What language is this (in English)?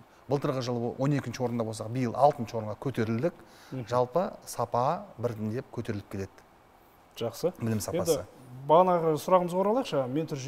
Kazakh